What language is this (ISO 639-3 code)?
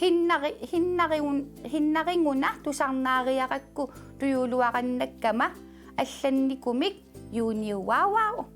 kal